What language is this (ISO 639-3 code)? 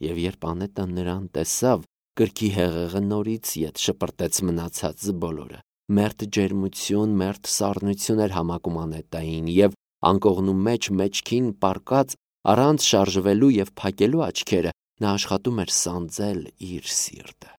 hye